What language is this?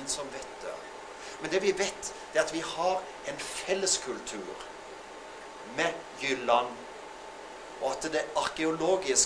Norwegian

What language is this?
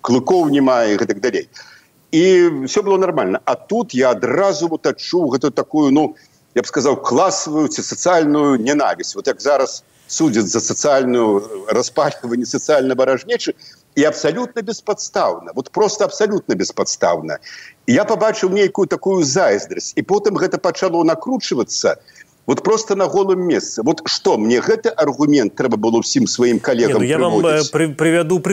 Belarusian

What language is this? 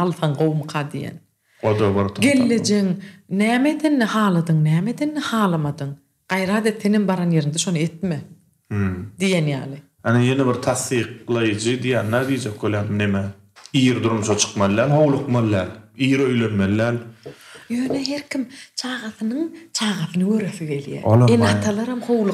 Turkmen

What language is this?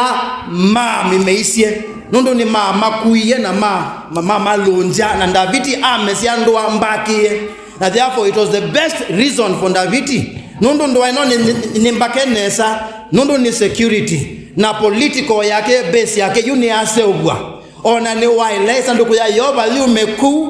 Kamba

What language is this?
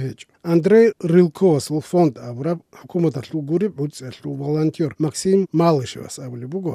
Avaric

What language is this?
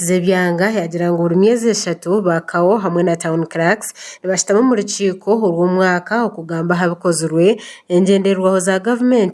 Nyankole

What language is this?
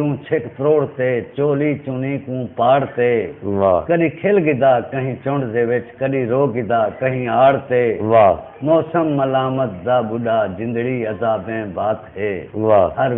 Saraiki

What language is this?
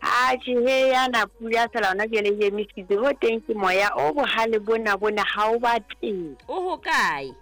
Southern Sotho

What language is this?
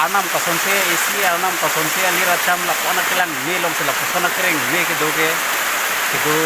Karbi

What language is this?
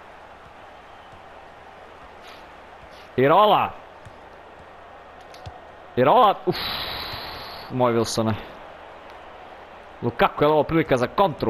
Croatian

